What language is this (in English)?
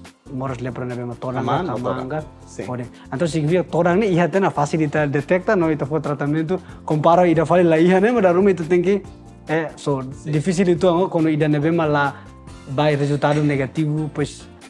Tetum